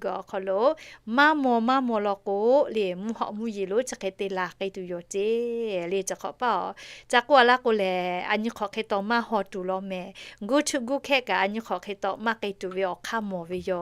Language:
Lahu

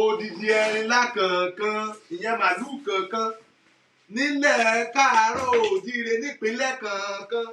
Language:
Yoruba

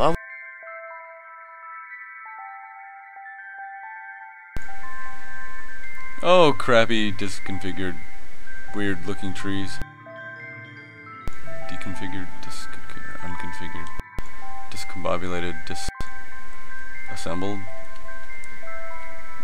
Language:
English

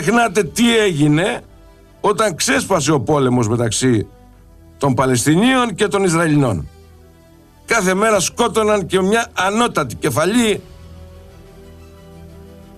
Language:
Greek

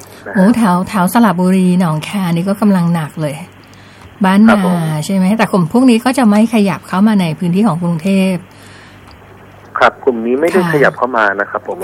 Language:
Thai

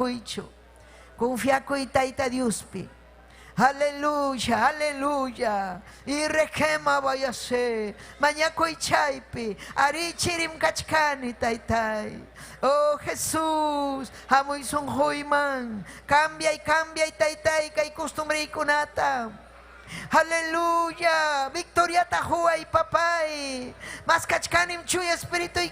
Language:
Ayacucho Quechua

